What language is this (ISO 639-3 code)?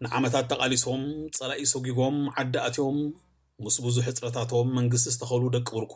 tir